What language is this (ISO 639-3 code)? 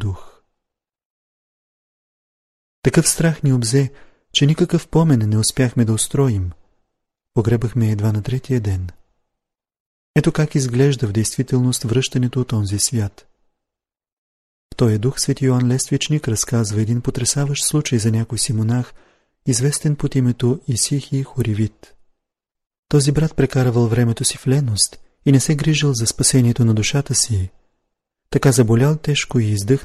bul